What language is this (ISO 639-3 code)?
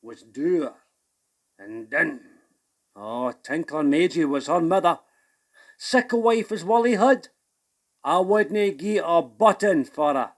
sco